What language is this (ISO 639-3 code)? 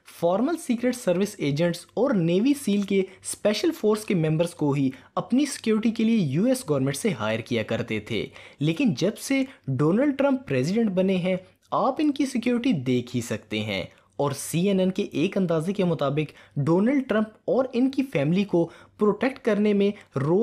hin